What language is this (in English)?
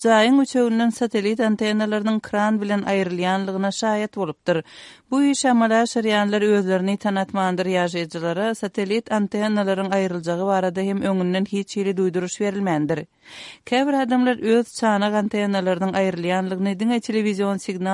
Turkmen